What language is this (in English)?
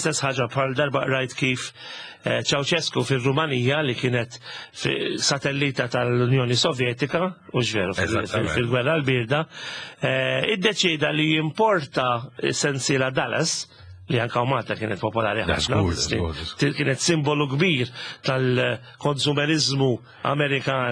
Maltese